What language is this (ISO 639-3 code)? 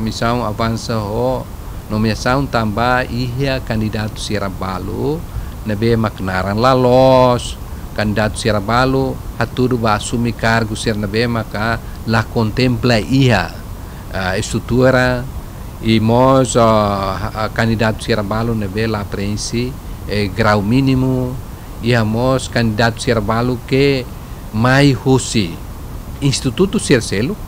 tet